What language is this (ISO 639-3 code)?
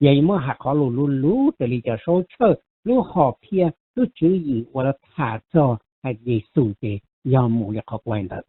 hmn